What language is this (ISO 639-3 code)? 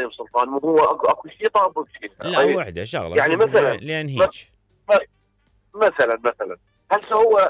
acm